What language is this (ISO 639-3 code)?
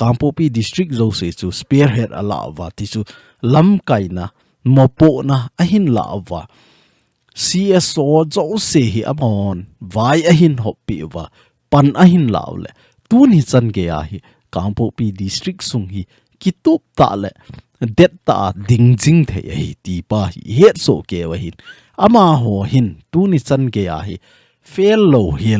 tcz